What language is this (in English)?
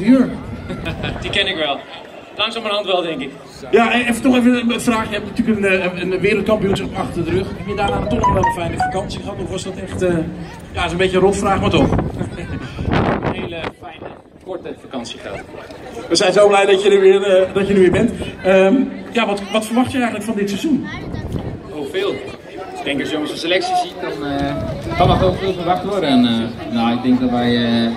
Dutch